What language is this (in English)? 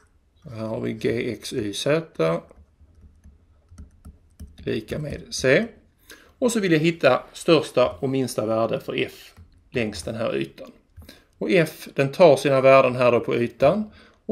Swedish